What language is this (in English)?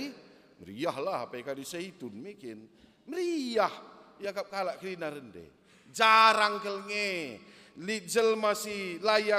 Batak Karo